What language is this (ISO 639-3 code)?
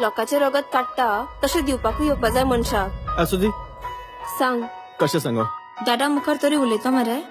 kok